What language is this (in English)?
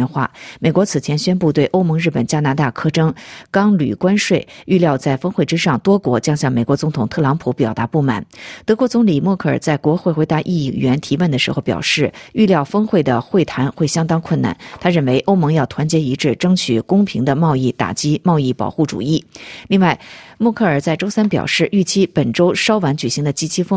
Chinese